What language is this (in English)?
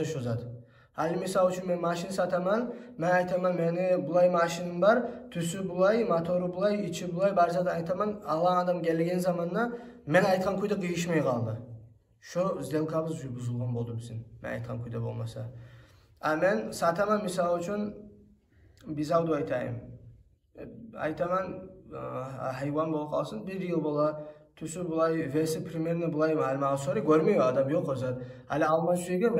Kumyk